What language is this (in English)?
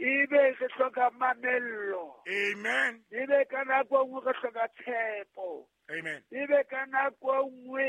Southern Sotho